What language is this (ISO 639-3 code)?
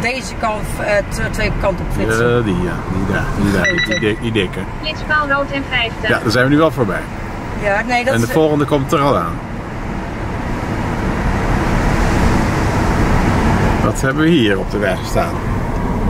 nld